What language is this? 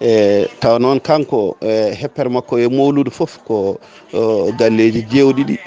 Fula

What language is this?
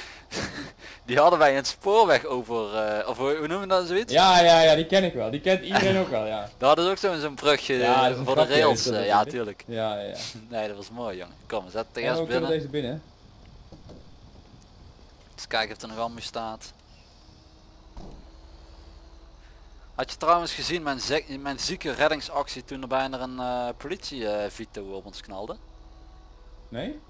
Dutch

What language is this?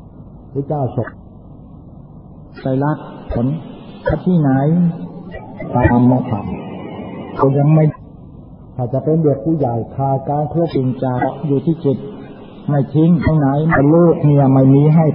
Thai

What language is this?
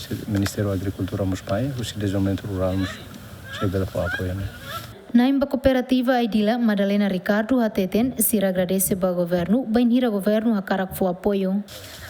Tetum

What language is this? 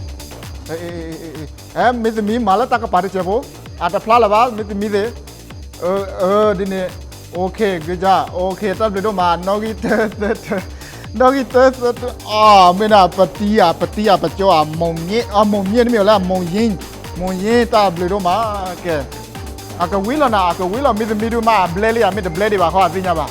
S'gaw Karen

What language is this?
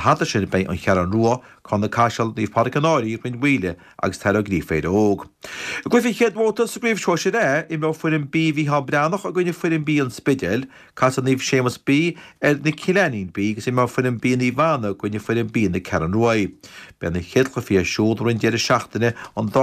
Irish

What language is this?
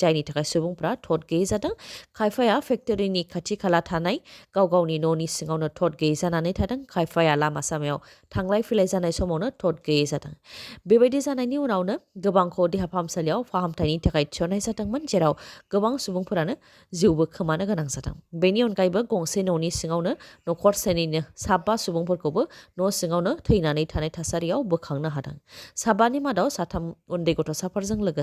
Bodo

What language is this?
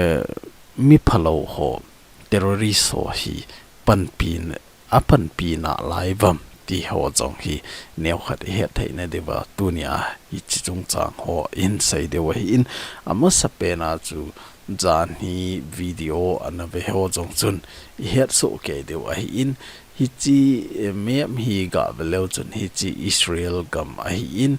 Thado Chin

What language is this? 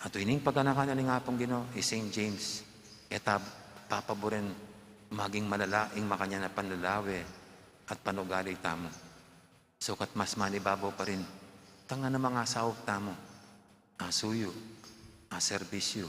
Pampanga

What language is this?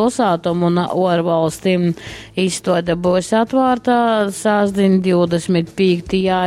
Latgalian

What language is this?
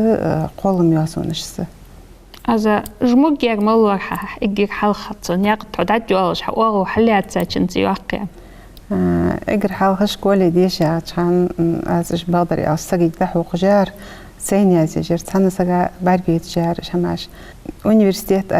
Ingush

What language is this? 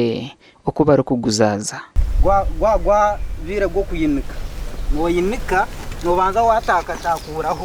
Nyankole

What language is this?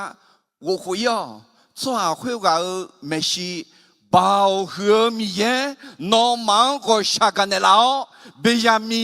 Akha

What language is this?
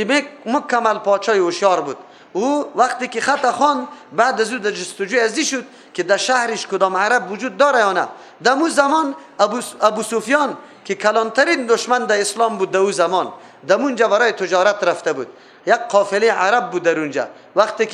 Persian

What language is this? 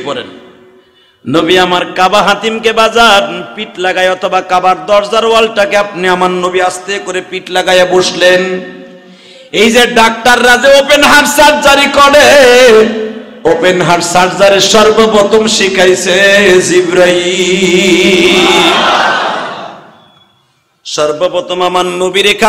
Bangla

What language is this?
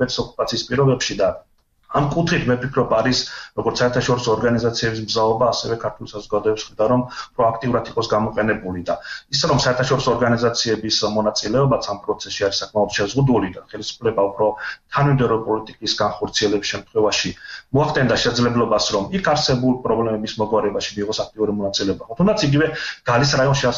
Georgian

